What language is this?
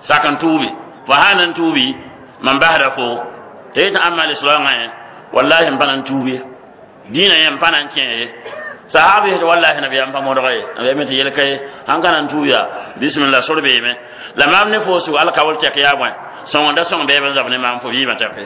Mossi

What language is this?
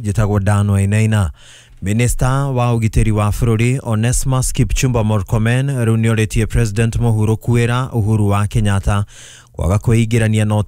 Kikuyu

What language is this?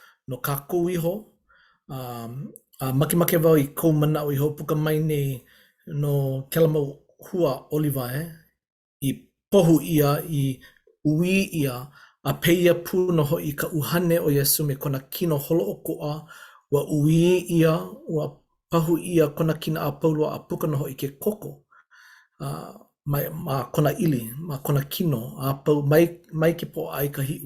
Hawaiian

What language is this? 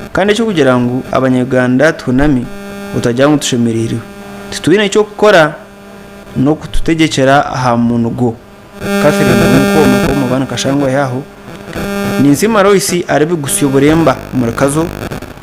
Nyankole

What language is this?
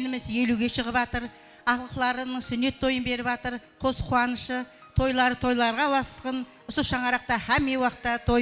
Kara-Kalpak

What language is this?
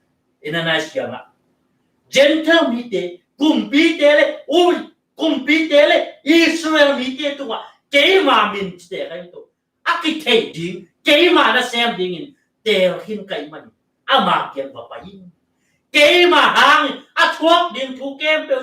Tedim Chin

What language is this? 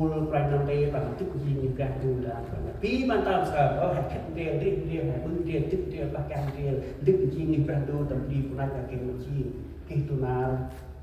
Central Mnong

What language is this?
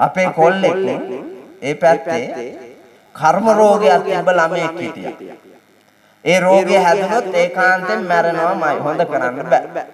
Sinhala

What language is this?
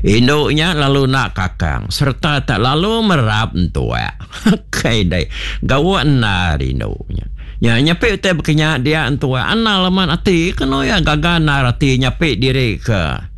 Iban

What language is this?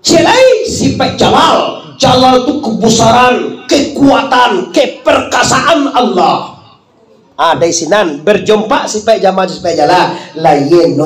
Minangkabau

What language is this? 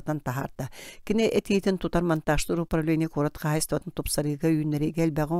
Yakut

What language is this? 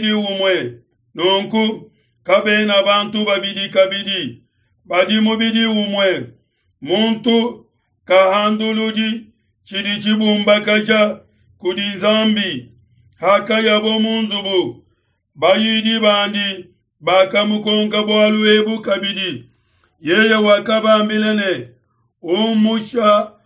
Luba-Lulua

